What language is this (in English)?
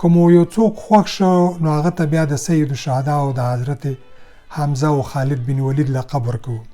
Pashto